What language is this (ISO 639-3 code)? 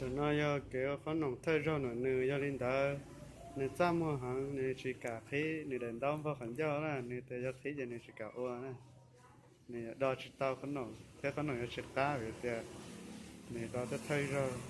hmn